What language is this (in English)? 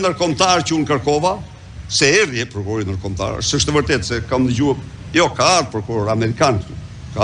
Albanian